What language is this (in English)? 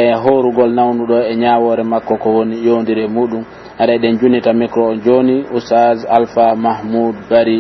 Pular